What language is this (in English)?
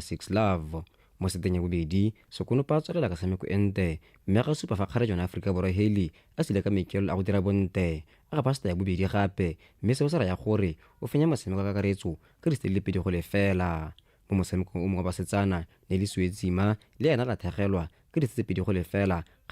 Tswana